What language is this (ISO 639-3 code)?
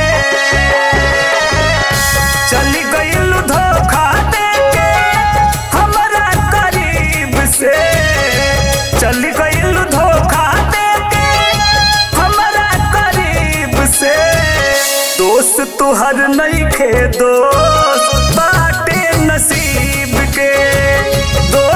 bho